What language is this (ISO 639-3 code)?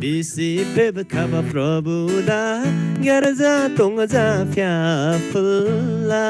taj